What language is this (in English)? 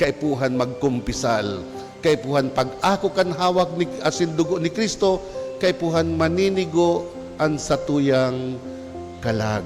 Bikol